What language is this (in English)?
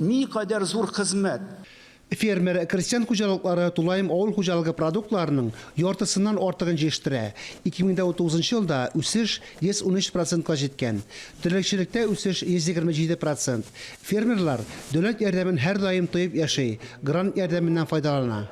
Tatar